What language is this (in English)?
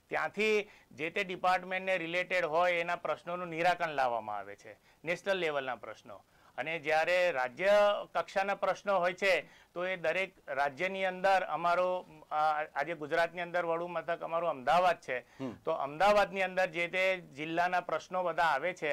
Gujarati